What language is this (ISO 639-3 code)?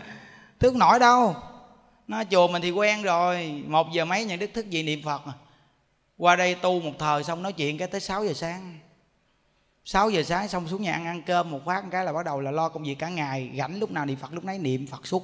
vie